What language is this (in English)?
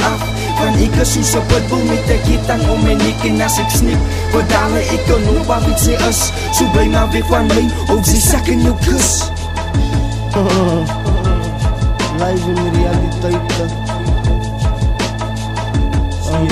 Afrikaans